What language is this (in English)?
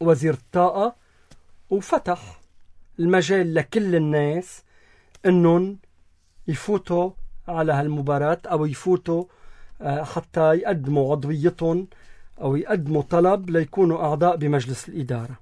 North Levantine Arabic